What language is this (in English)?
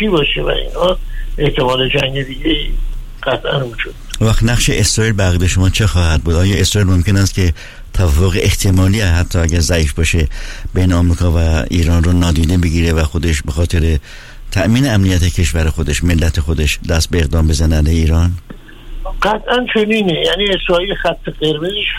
Persian